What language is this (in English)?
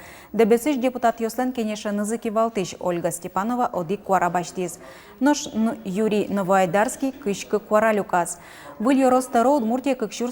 Udmurt